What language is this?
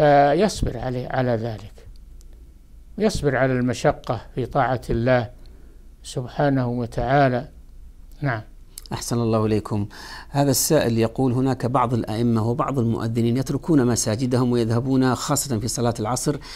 Arabic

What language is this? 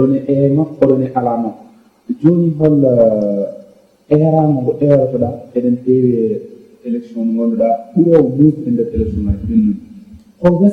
Fula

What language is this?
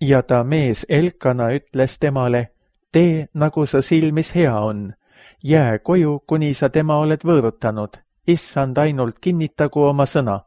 Estonian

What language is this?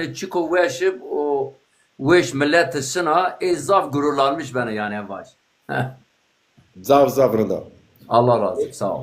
Zaza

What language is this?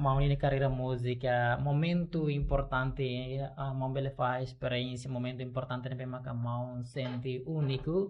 Tetum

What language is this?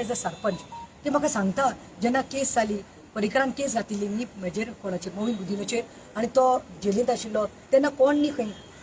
Konkani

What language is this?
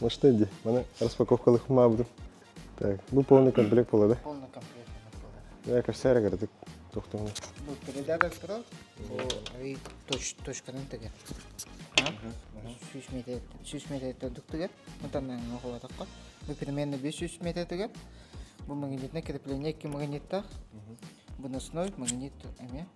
Yakut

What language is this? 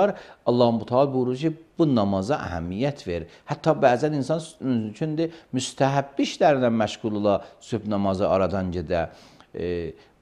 Azerbaijani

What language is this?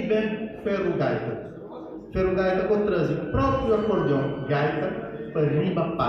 Kabuverdianu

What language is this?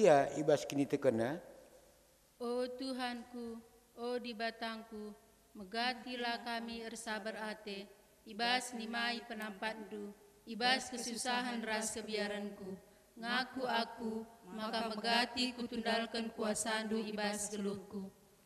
Batak Karo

